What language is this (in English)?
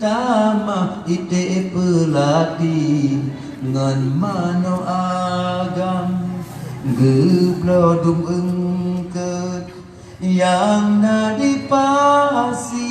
Achinese